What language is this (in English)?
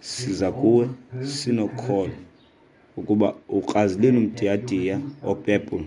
Xhosa